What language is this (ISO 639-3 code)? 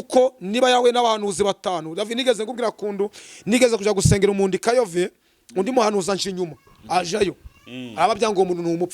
kin